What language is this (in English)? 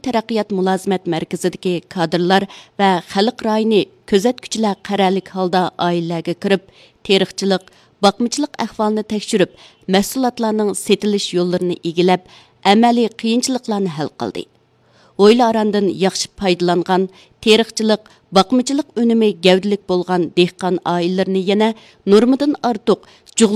Uyghur